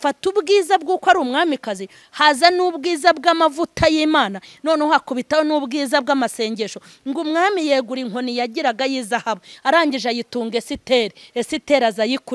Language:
Kinyarwanda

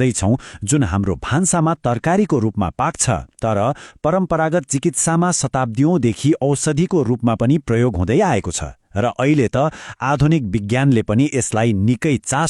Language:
Nepali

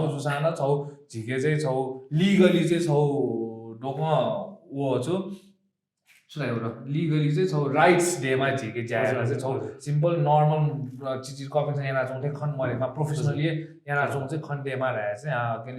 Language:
Newari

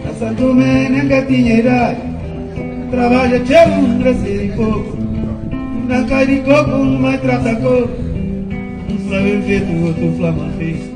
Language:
Kabuverdianu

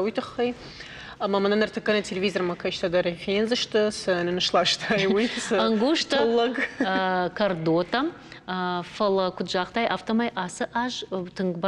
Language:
Ossetic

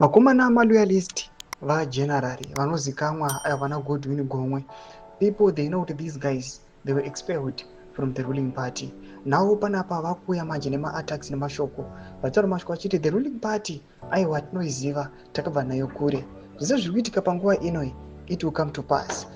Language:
Shona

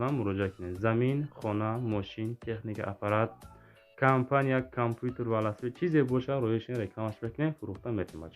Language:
Tajik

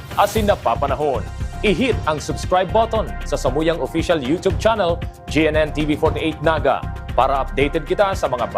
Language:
Bikol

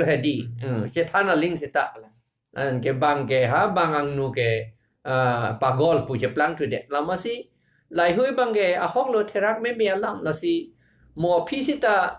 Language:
Karbi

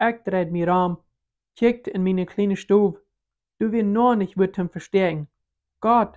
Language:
Plautdietsch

